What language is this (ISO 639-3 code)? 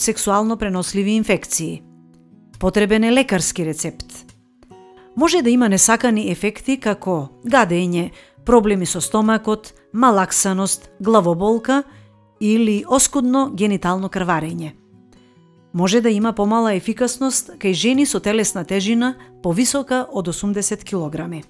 mkd